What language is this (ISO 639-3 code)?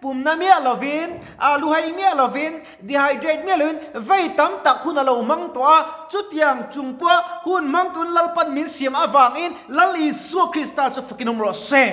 lus